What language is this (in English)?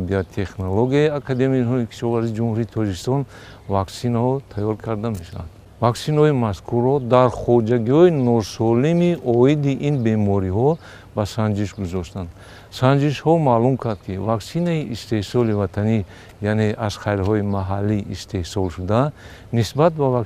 Tajik